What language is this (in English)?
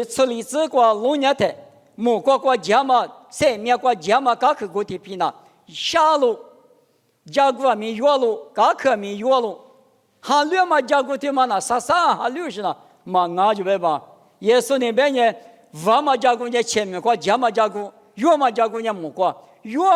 Lisu